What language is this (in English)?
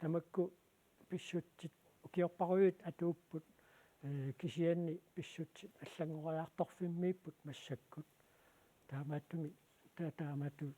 Kalaallisut